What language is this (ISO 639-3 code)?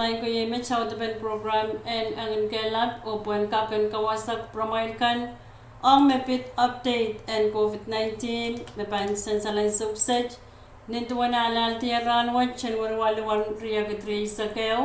pon